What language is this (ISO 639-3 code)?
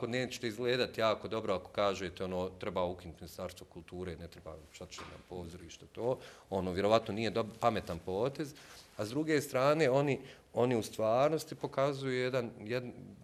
bos